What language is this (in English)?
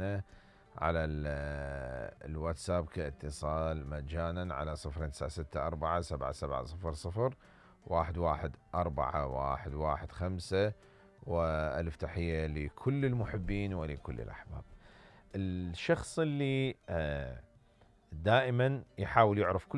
Mesopotamian Arabic